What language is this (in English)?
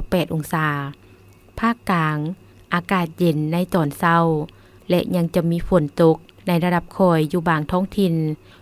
Lao